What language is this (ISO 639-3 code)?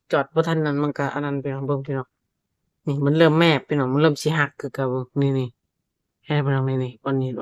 tts